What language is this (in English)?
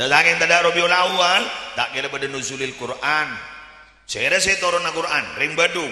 Madurese